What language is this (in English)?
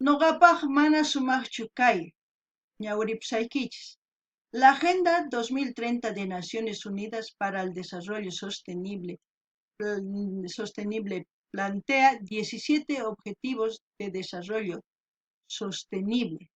South Bolivian Quechua